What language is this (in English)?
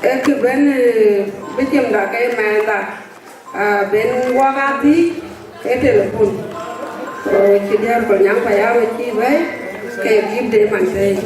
Dinka